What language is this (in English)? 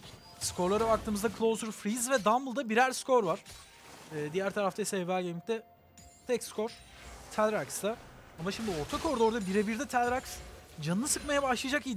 Turkish